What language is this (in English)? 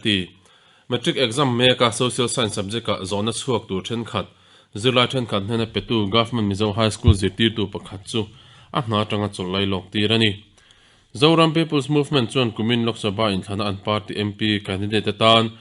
Mizo